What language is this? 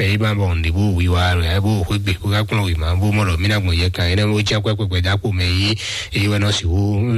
Fon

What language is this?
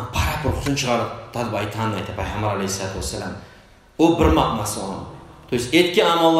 Kumyk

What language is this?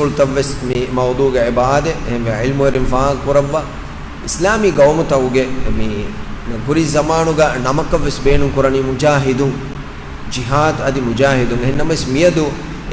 Divehi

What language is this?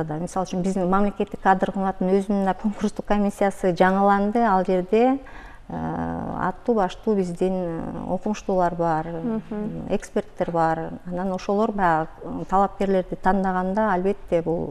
Kyrgyz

